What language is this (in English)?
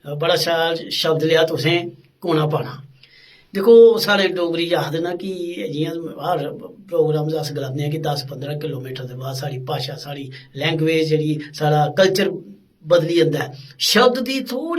Dogri